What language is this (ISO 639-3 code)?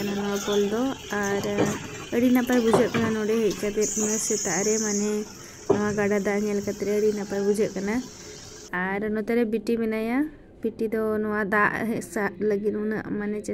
sat